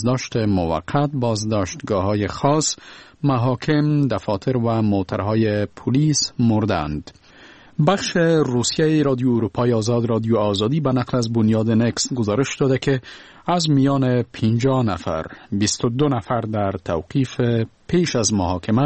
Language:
Persian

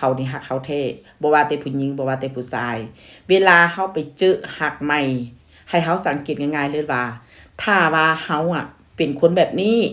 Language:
Northeastern Thai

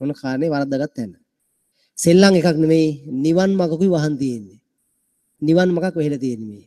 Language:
Sinhala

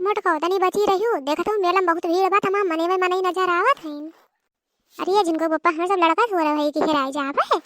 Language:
Awadhi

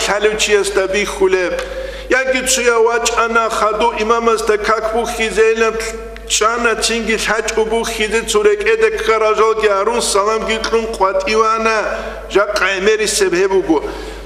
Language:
Avaric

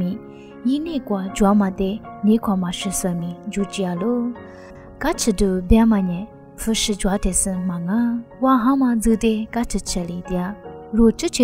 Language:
Lisu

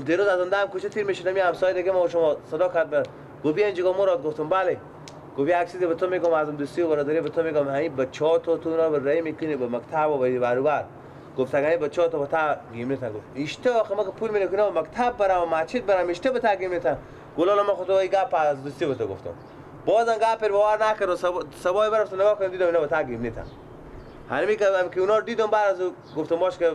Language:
Persian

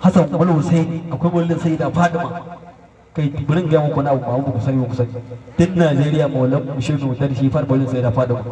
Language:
Hausa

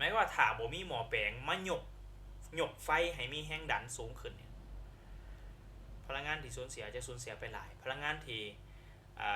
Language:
Lao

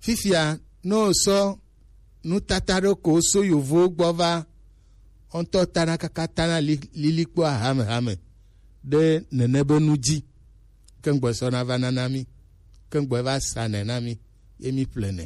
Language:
Gen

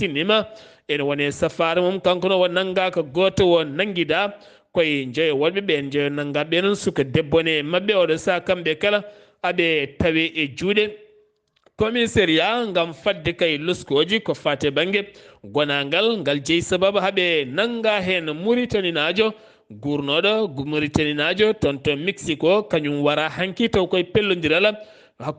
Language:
Fula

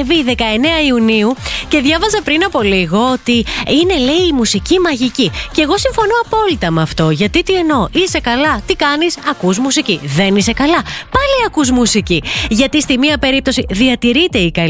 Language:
Greek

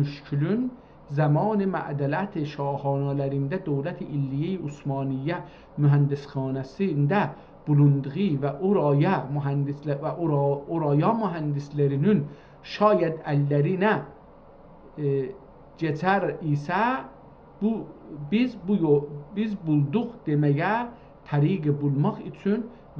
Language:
South Azerbaijani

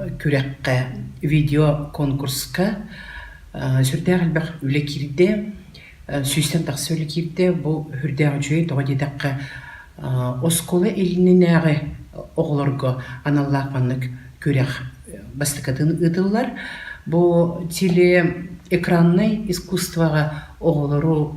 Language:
Yakut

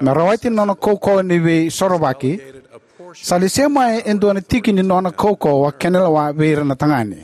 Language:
Fijian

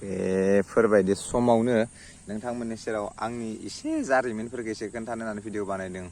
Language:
Bodo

